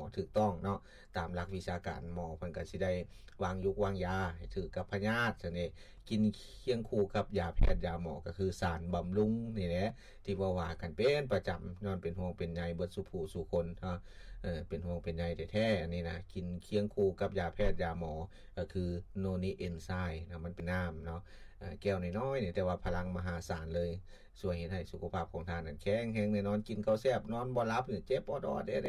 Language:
Lao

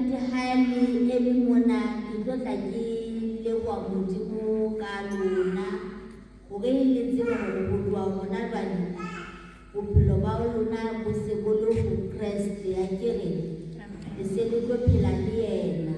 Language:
Southern Sotho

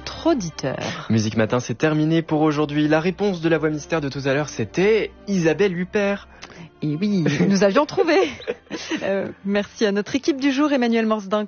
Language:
French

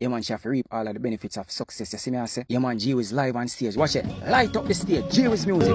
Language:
Jamaican Creole English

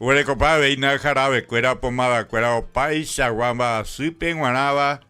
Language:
Guarani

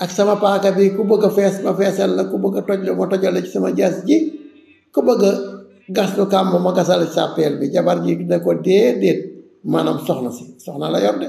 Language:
Wolof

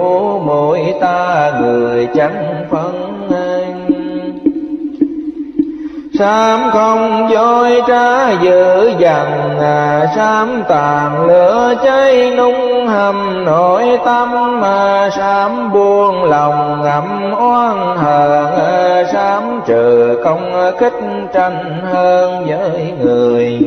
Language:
Vietnamese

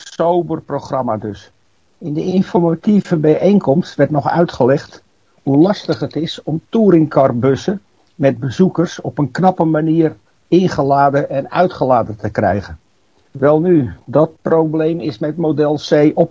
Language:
Dutch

